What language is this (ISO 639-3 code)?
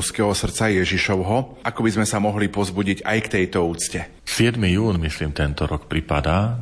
slk